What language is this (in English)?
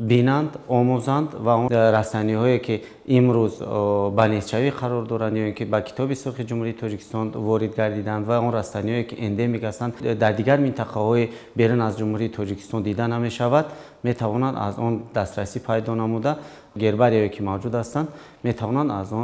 Tajik